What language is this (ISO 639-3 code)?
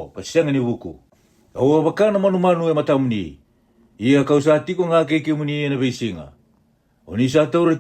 fij